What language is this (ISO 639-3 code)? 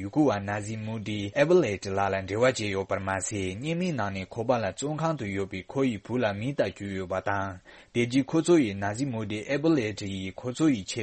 bod